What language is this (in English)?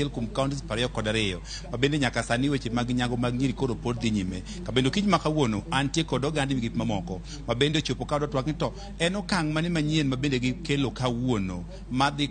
Luo (Kenya and Tanzania)